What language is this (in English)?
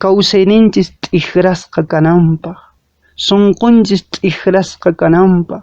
Quechua